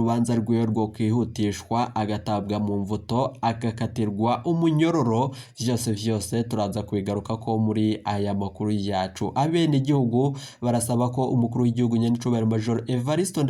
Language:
Rundi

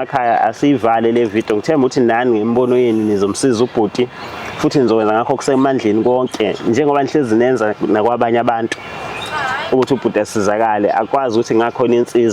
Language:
Zulu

